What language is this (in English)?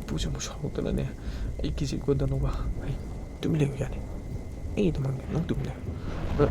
Manipuri